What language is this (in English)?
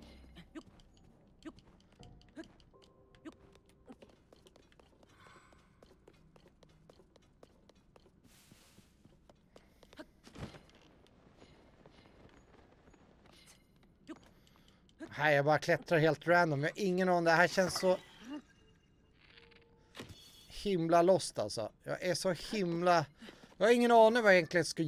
Swedish